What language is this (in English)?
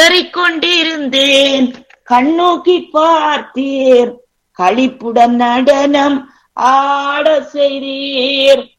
Tamil